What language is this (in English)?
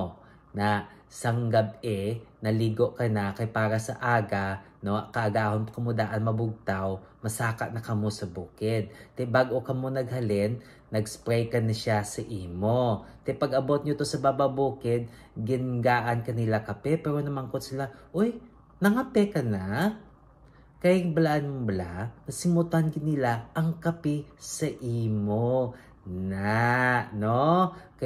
Hiligaynon